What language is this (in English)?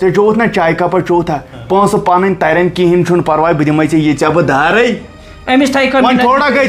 Kashmiri